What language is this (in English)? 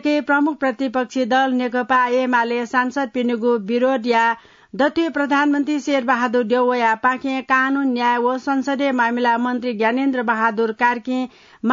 Newari